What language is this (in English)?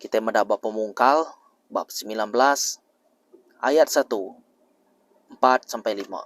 Iban